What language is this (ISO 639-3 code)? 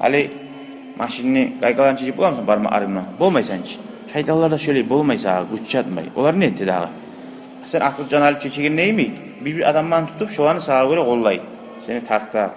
kum